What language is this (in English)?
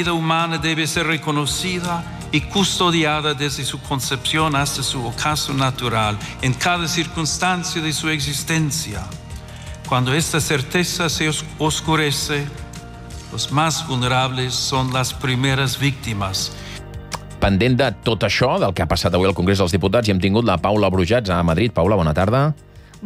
Catalan